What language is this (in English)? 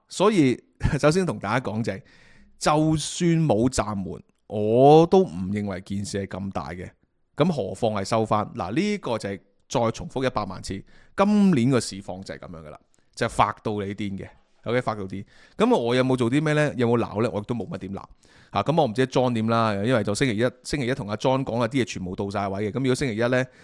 Cantonese